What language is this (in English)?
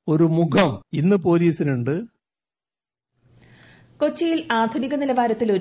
Malayalam